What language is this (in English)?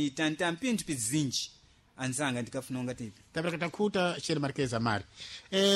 Sena